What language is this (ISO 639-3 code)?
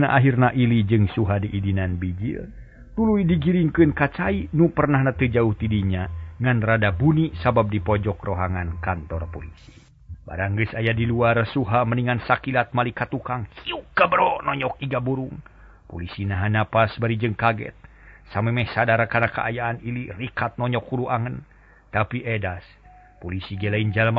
sun